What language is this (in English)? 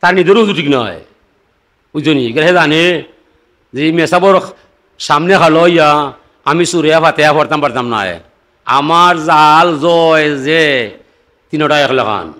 Sylheti